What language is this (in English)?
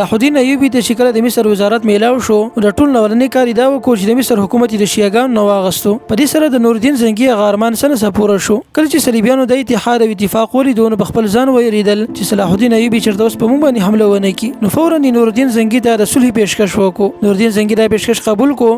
Pashto